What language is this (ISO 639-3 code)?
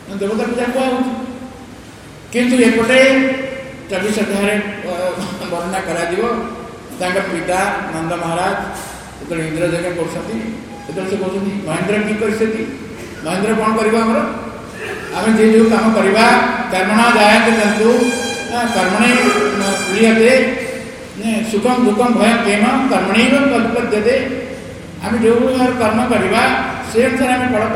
ori